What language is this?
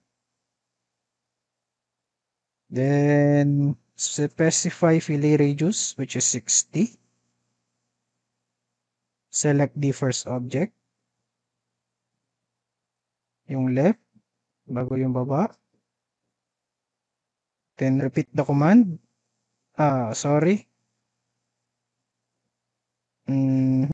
Filipino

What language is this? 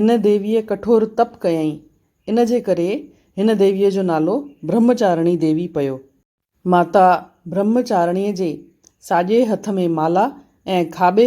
Sindhi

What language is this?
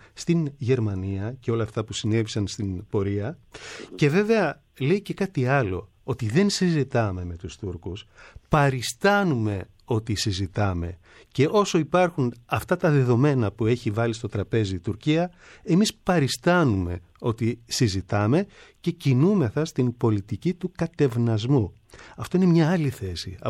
Greek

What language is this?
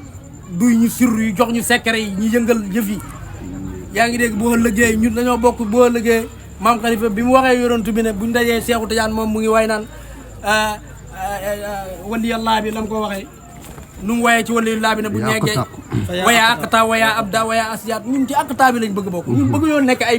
Wolof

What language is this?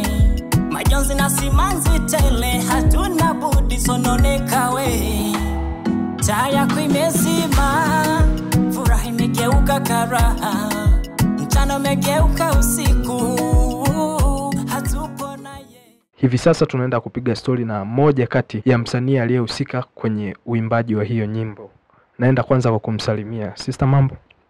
Swahili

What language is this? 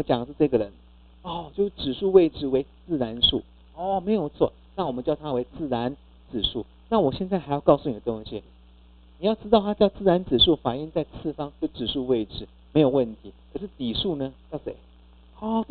Chinese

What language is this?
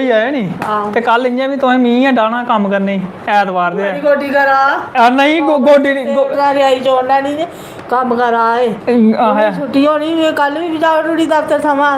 Dogri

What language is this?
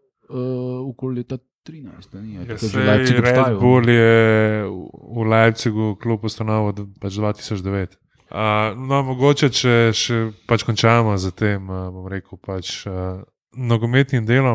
Slovenian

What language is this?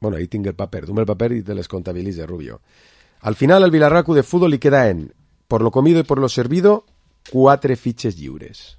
Catalan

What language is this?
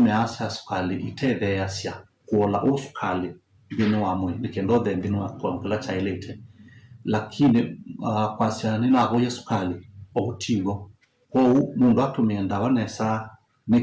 Kamba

